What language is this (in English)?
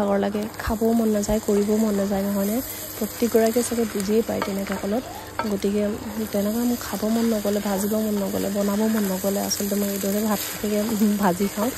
Assamese